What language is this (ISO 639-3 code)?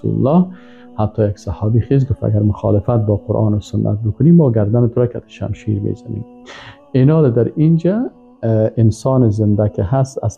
tgk